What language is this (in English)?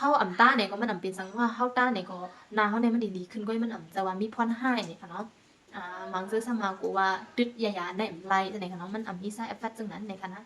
Shan